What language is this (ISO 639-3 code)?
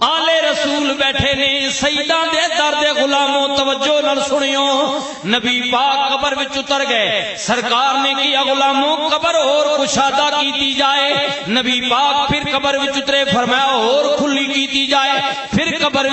lah